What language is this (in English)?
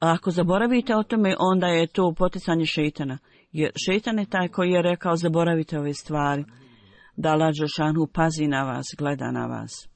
Bosnian